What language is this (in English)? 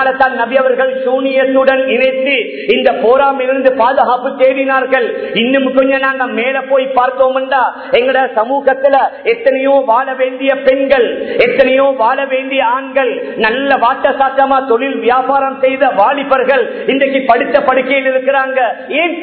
Tamil